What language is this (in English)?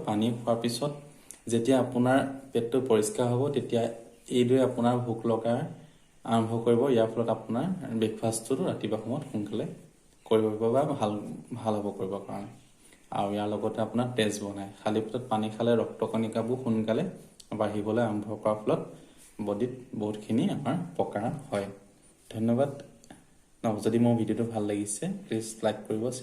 Assamese